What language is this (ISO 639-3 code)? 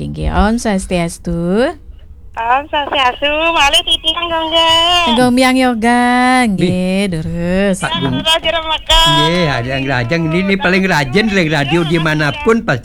ban